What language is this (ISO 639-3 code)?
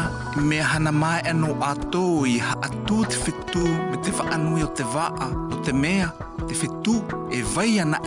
mqm